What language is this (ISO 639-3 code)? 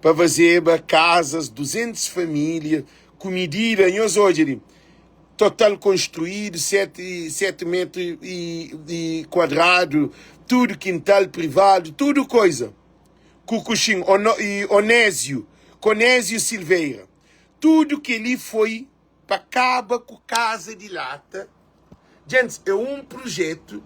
kea